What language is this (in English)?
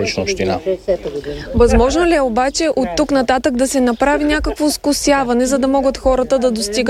Bulgarian